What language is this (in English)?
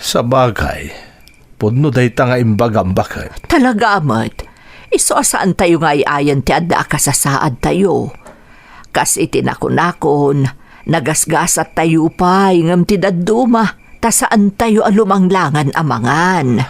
Iloko